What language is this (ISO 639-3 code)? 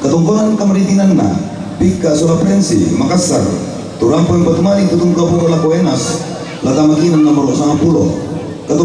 sda